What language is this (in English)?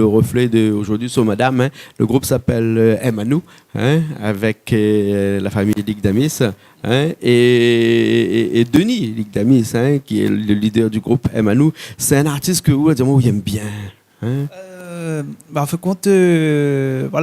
Réunion Creole French